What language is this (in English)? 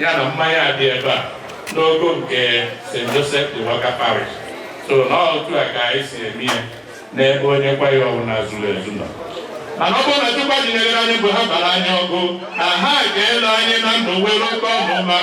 Igbo